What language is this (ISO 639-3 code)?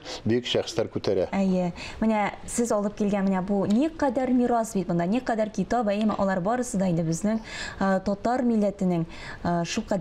tat